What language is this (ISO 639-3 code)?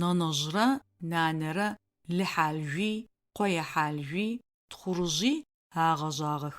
ady